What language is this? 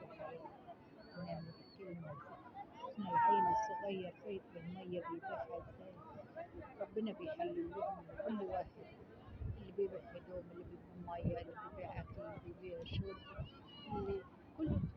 Egyptian Arabic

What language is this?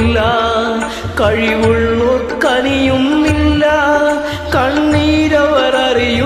Malayalam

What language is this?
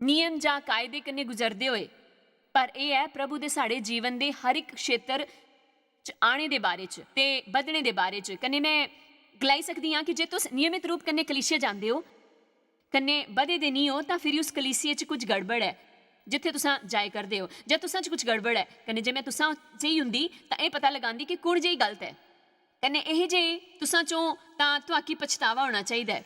Dogri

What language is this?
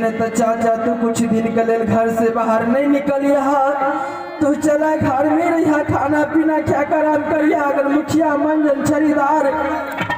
Maithili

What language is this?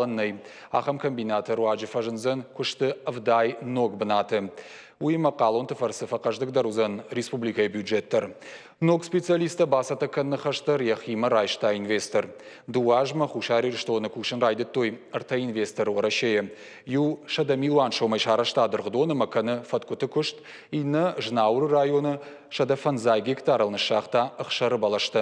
Ossetic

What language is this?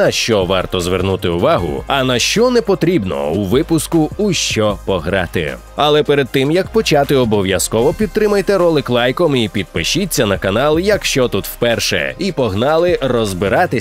Ukrainian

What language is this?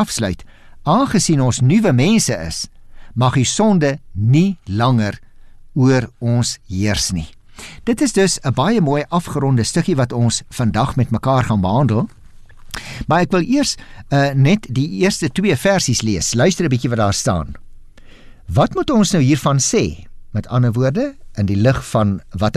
Afrikaans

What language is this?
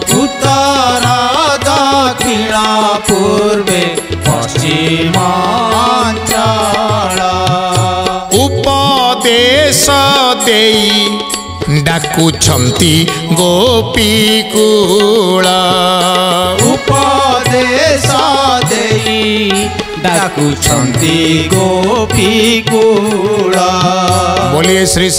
Odia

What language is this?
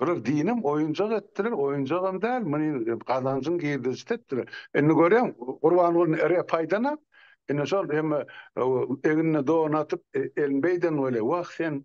Turkmen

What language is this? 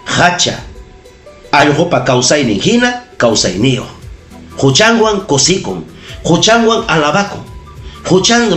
Ayacucho Quechua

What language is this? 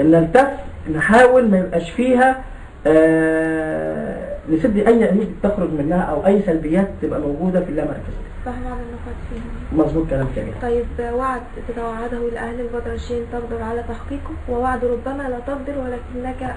Egyptian Arabic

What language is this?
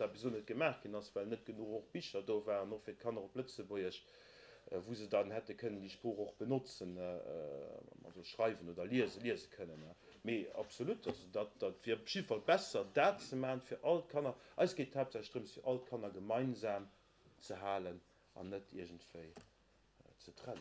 Luxembourgish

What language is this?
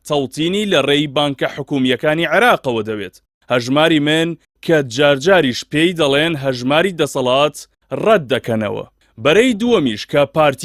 Central Kurdish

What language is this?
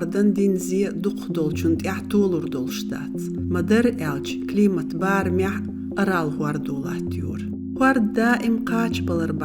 Chechen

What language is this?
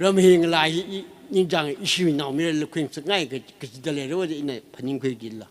Tangkhul Naga (India)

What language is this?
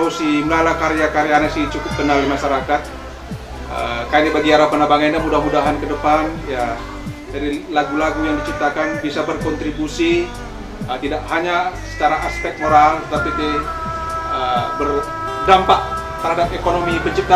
Batak Karo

